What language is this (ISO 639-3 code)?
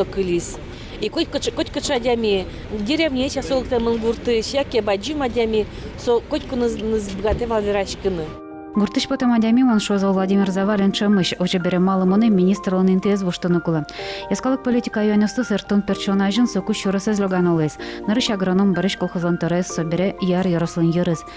udm